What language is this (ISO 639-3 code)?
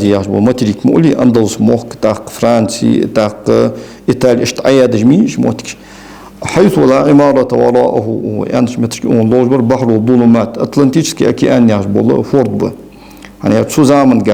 inh